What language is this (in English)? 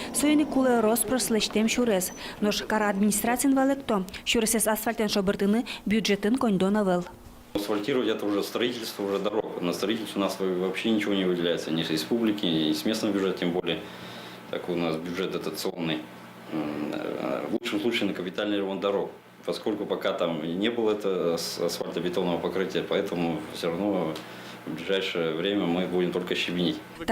Udmurt